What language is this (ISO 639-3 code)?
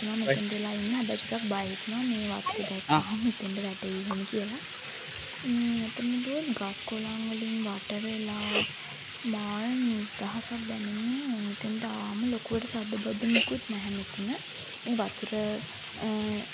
sin